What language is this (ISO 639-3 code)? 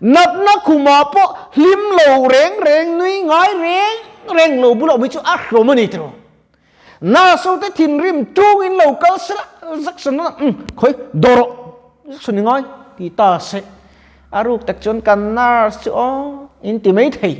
lus